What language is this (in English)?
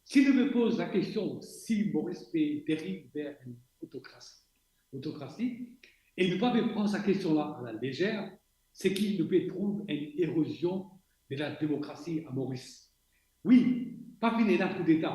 Morisyen